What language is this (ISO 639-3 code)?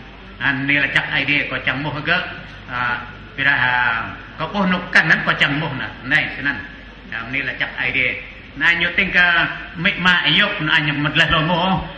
cmo